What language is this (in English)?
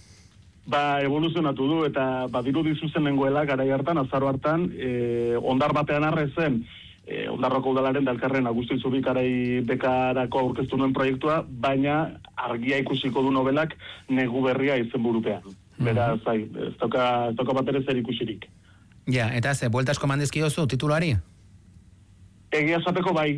Basque